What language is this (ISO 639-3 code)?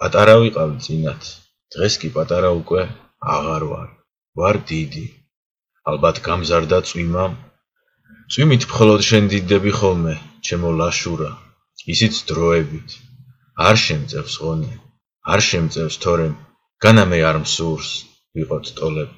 kat